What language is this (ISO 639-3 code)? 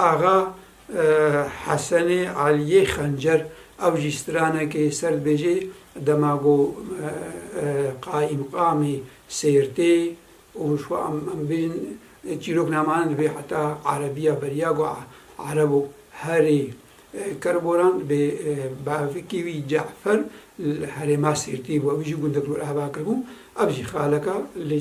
kur